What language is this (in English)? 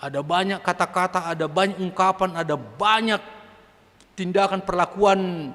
Batak Simalungun